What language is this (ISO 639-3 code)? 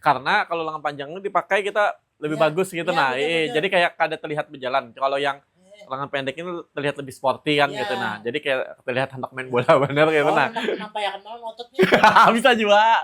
bjn